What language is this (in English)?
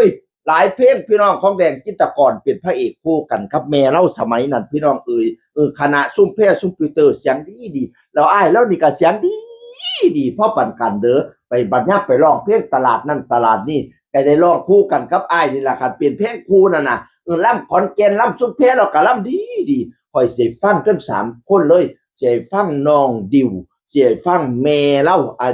Northeastern Thai